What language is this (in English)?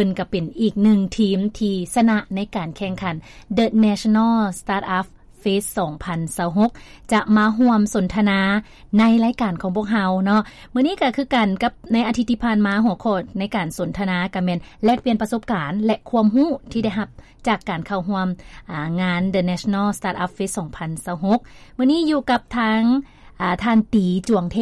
Lao